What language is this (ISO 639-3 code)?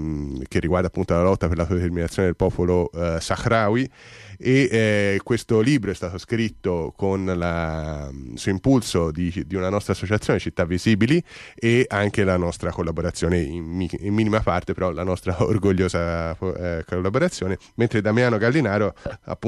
ita